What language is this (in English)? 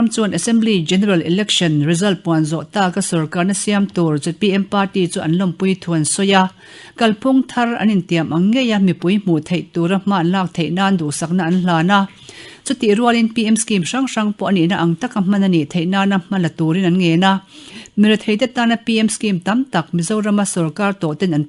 Mizo